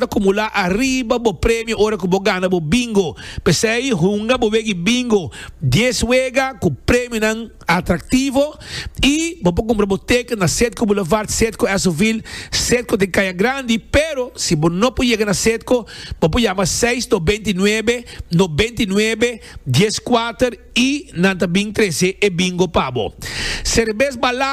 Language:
Papiamento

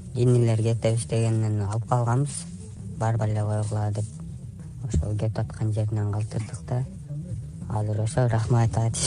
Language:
Kyrgyz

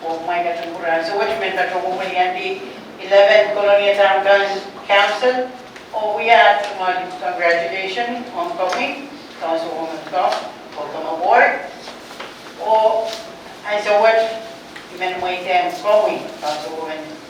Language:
Pohnpeian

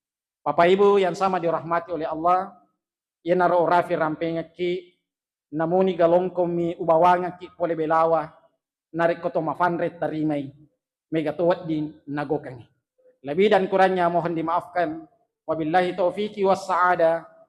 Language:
Buginese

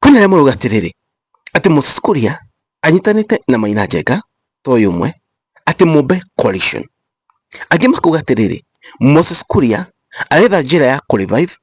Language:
Kikuyu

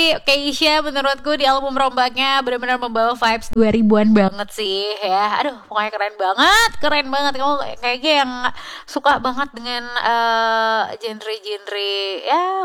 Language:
Indonesian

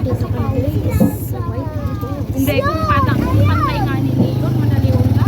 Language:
Bikol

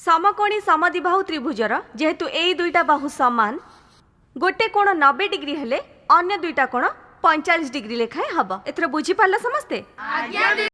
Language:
Odia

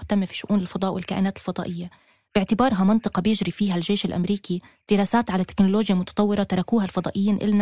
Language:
North Levantine Arabic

